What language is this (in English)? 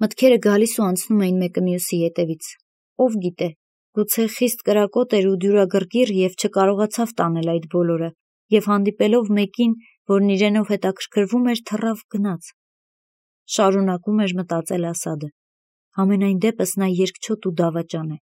Armenian